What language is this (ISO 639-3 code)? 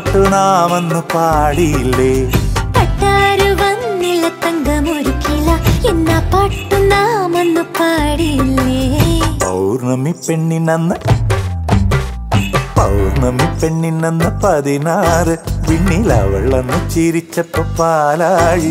mal